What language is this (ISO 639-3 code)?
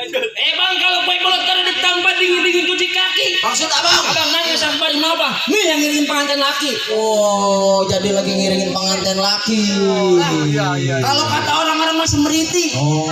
bew